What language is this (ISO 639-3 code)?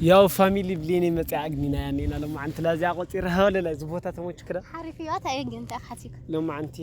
tir